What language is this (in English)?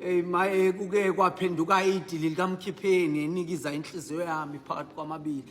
Zulu